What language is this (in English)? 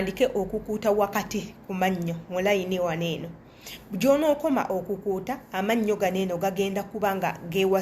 Ganda